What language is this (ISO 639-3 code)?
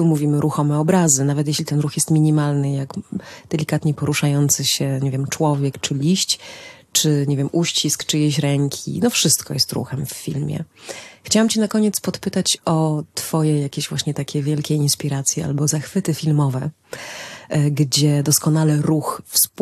pol